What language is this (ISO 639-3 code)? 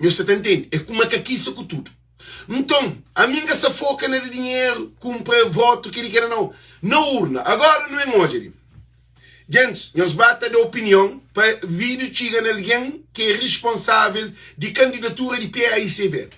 kea